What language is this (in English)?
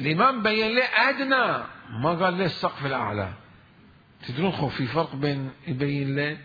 Mesopotamian Arabic